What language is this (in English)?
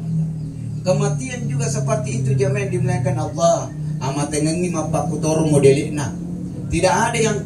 Buginese